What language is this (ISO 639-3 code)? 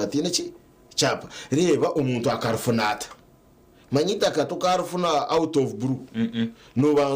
nyn